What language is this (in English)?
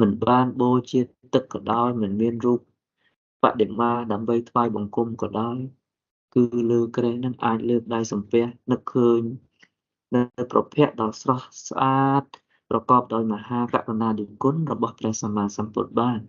Khmer